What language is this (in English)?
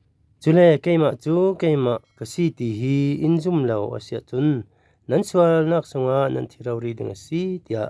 Falam Chin